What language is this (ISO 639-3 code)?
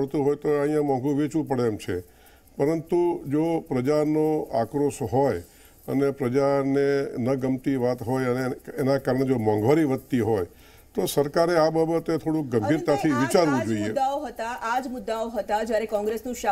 guj